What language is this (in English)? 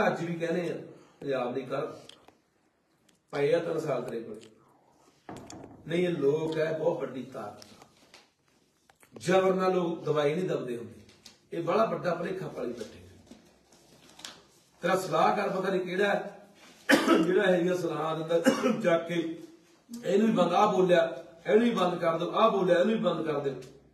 Punjabi